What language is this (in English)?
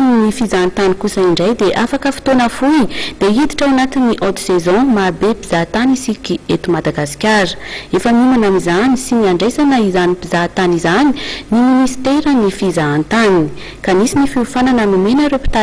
Malagasy